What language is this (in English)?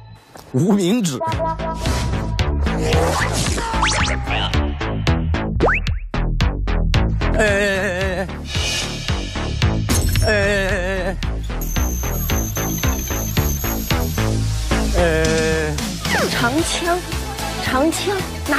Chinese